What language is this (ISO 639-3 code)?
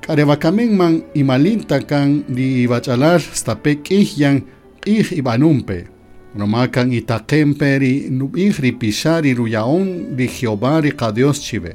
cak